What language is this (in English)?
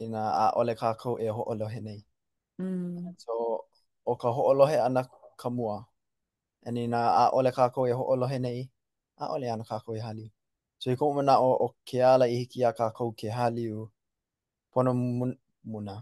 Hawaiian